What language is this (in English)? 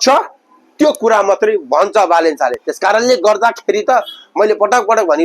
Nepali